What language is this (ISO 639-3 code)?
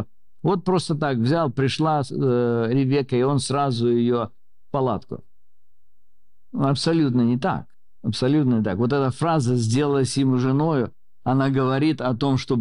rus